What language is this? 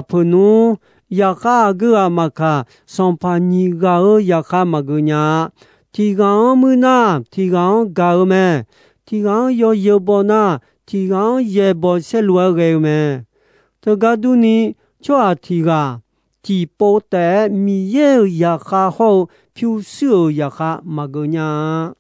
Akha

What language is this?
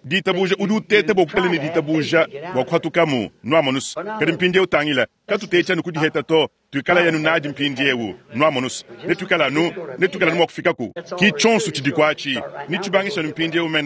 Luba-Lulua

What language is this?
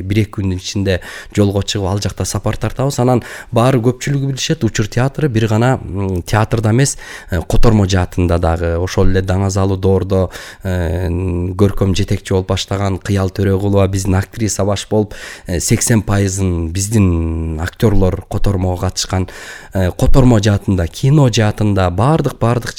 Kyrgyz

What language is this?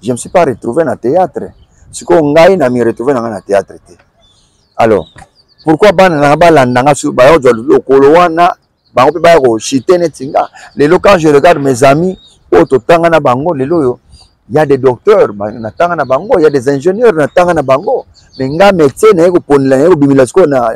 Lingala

